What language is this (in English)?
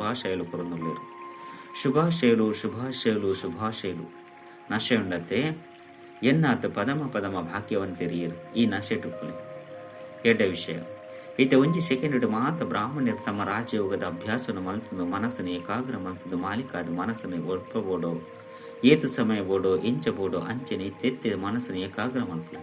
Tulu